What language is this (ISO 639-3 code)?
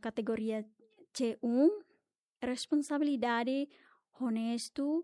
tet